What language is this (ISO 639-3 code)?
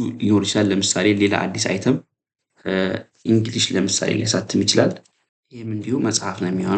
amh